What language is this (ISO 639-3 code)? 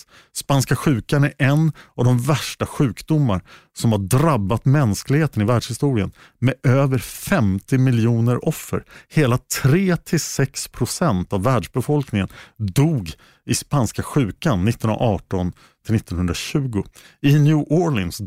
swe